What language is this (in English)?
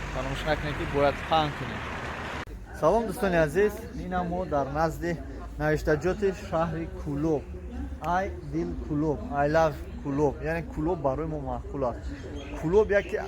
Tajik